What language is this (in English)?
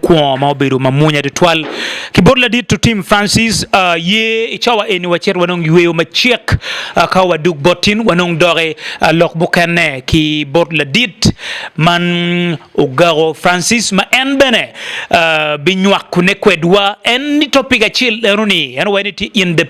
Acoli